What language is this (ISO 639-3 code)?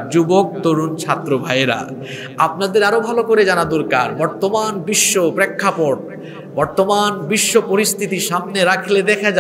ben